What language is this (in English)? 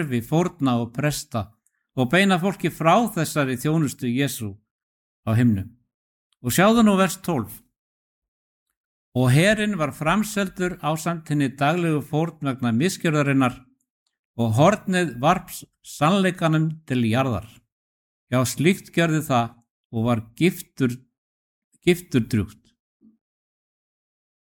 Icelandic